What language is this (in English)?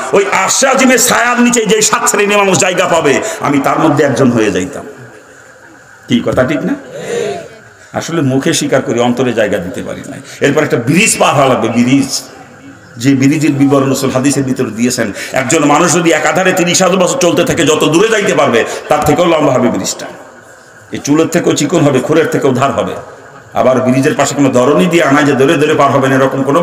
Bangla